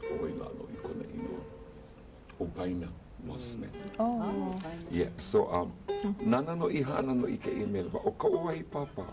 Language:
Hawaiian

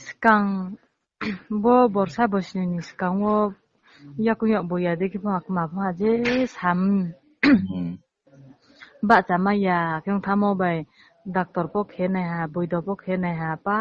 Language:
Riang (India)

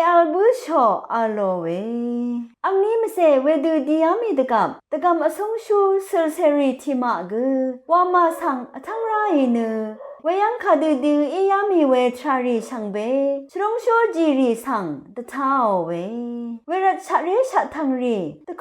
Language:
Rawang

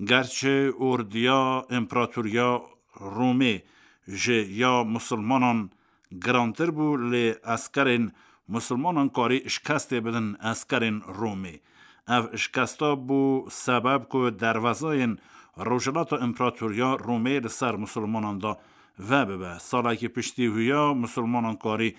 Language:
Kurdish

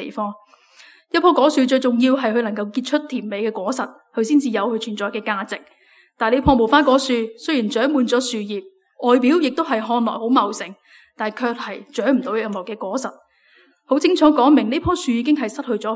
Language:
Cantonese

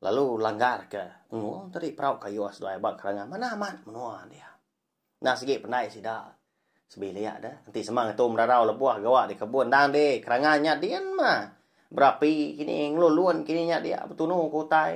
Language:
Iban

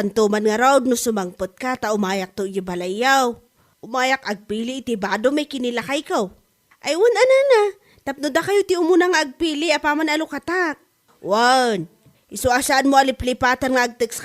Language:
Iloko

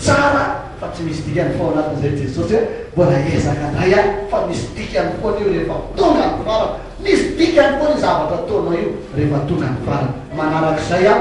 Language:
Malagasy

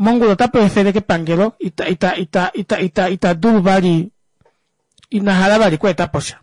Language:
Kuanyama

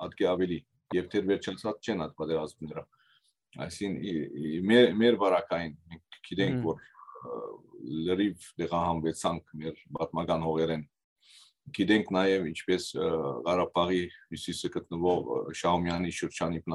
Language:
Western Armenian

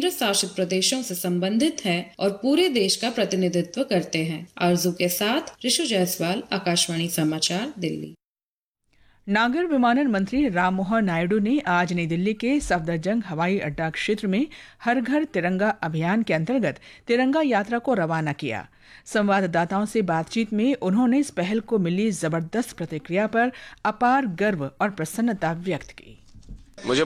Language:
Hindi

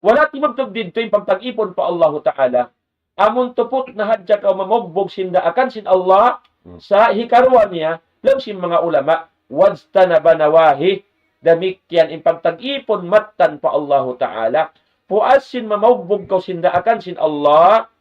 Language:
Tausug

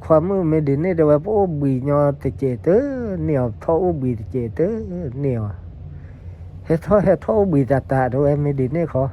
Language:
S'gaw Karen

